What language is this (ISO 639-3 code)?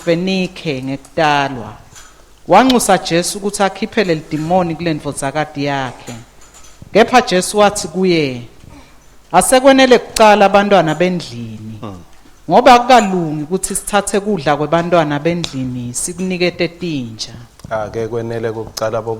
ssw